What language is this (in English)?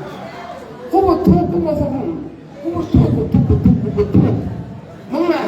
Tswana